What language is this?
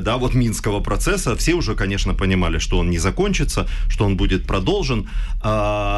Russian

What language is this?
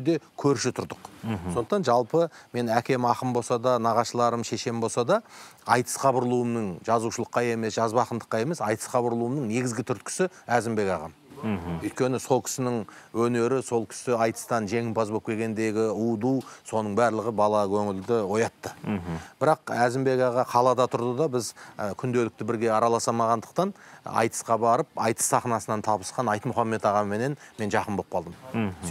Kazakh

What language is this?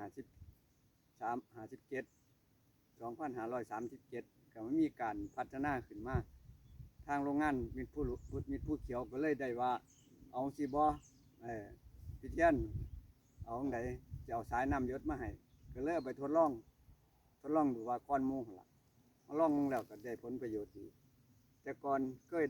Northeastern Thai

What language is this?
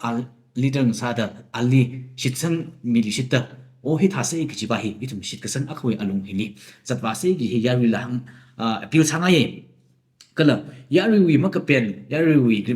Tangkhul Naga (India)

